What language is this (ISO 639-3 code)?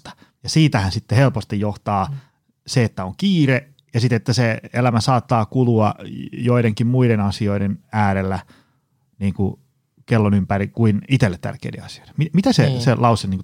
fin